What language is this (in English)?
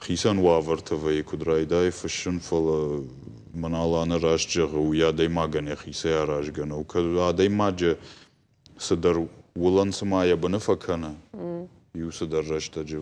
Ossetic